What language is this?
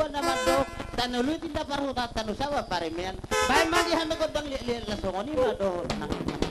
Batak Toba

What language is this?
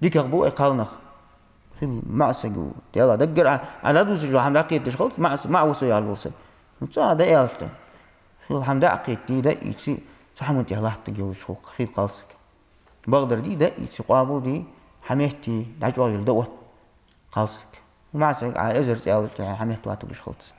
Ingush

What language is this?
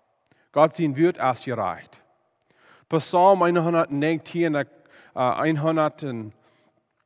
Plautdietsch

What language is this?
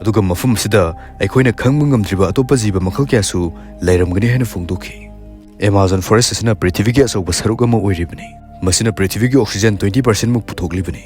Manipuri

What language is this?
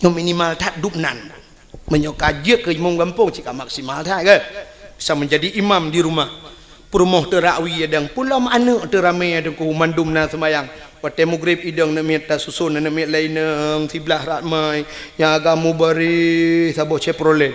Achinese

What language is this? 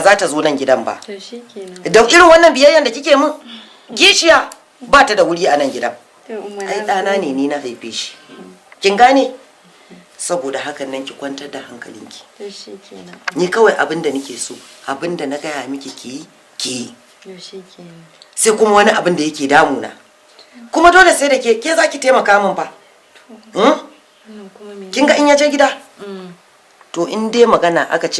Hausa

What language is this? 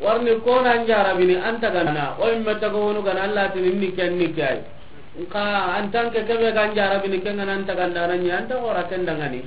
Soninke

